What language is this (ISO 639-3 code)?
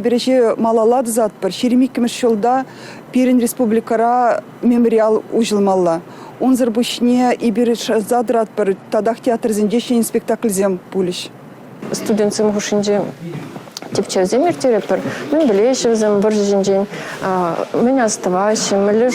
chv